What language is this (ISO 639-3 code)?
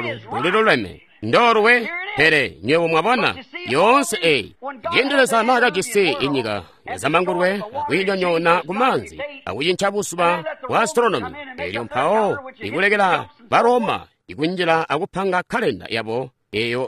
toi